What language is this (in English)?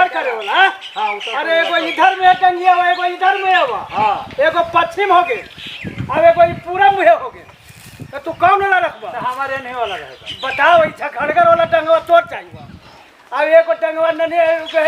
Magahi